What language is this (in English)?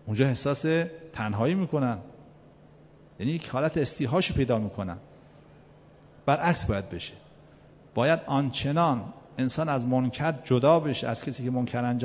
Persian